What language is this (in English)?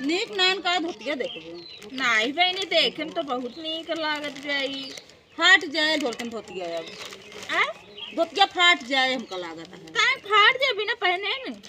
Awadhi